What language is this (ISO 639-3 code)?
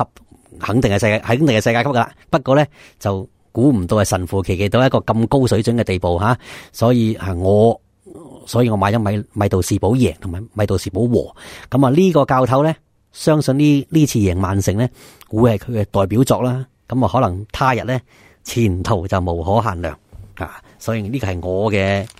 yue